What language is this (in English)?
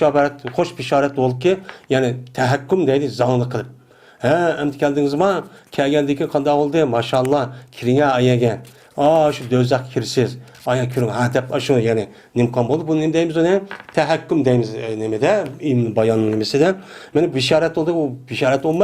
Uyghur